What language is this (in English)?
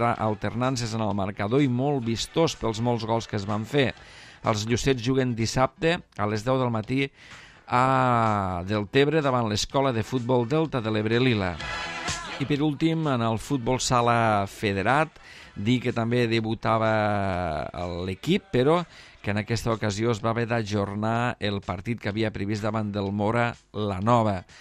Catalan